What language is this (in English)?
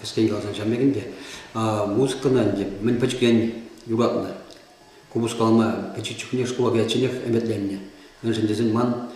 Chuvash